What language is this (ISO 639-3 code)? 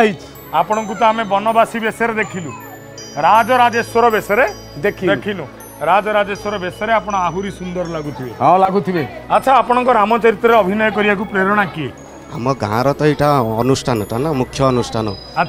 ori